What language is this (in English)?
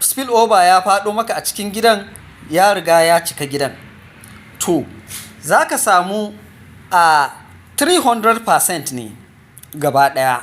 Hausa